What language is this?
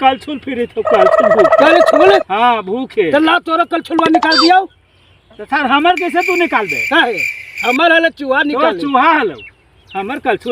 Magahi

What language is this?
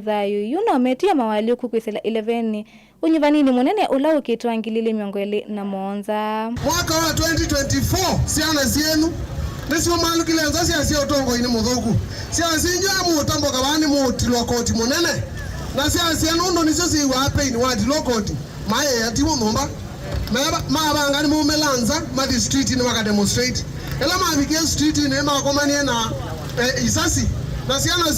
Kamba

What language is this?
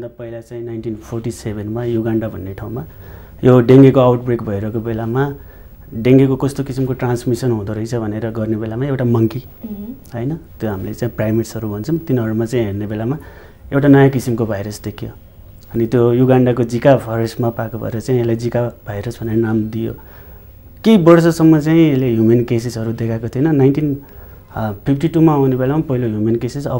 Nepali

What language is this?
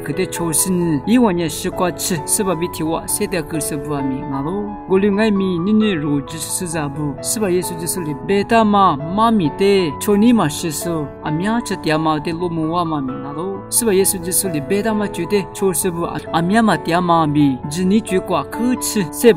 Lisu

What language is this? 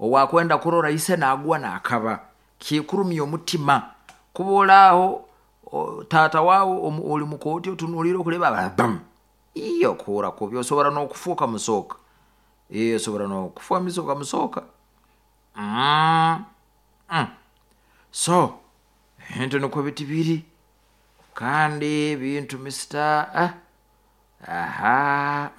Nyoro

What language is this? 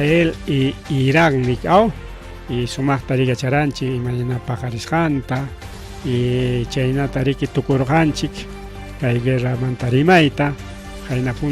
Ayacucho Quechua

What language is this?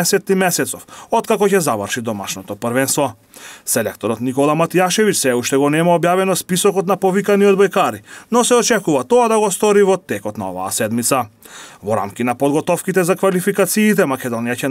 Macedonian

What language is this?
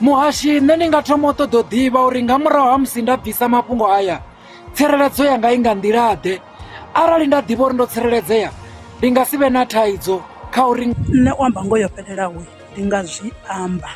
Venda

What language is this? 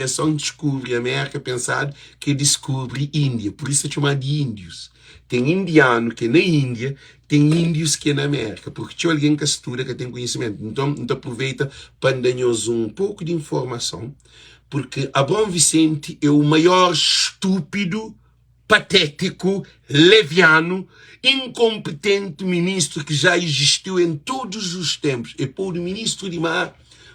Kabuverdianu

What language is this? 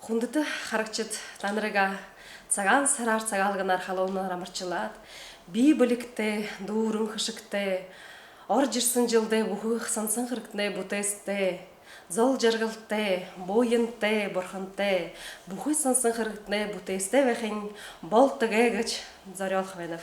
Buriat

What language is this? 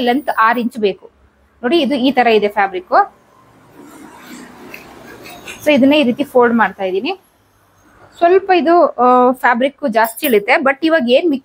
Kannada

